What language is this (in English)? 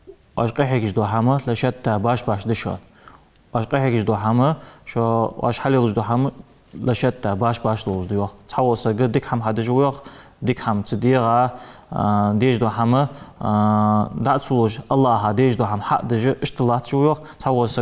Ingush